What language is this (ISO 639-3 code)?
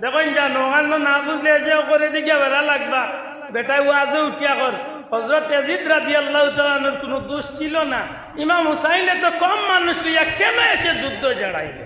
syl